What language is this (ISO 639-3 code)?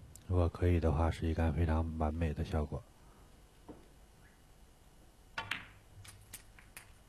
zho